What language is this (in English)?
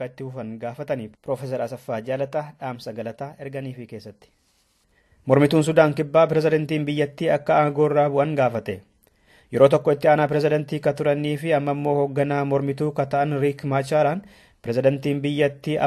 Oromo